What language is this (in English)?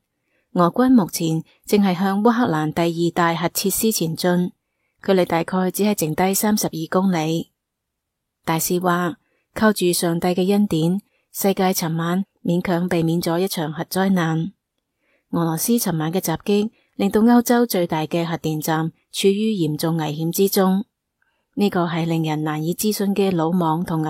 Cantonese